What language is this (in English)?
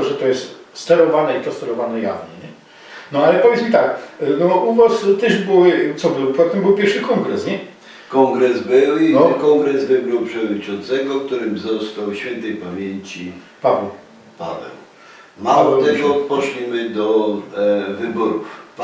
Silesian